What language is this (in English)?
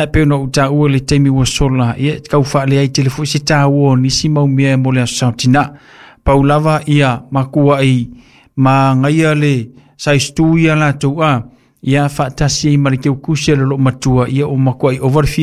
Samoan